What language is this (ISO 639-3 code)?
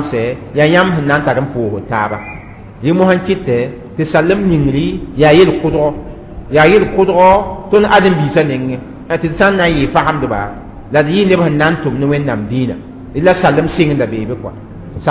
mos